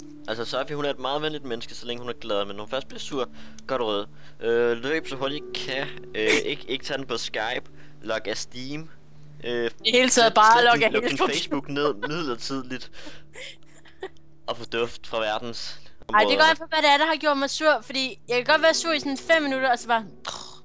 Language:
Danish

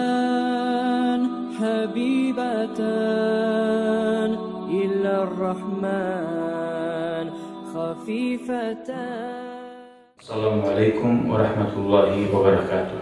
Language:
Kumyk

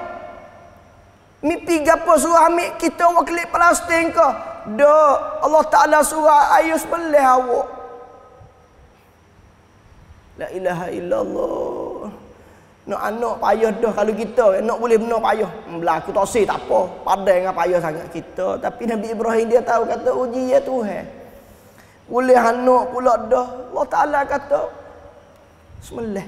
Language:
Malay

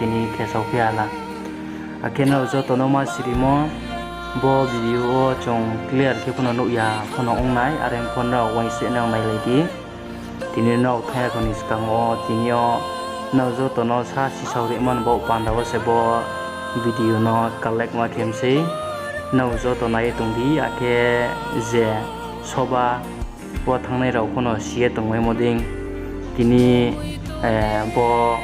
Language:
Riang (India)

